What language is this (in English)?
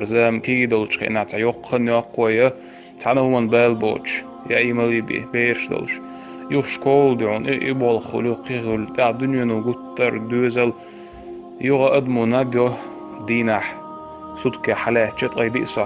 Chechen